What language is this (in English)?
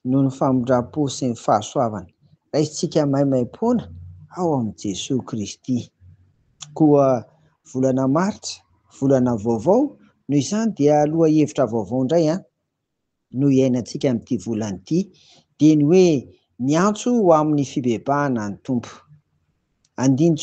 Malagasy